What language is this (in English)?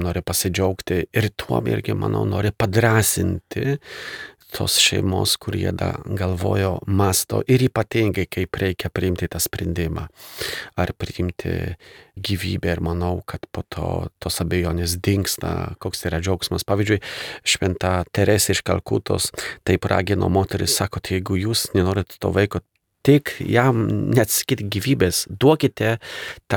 Lithuanian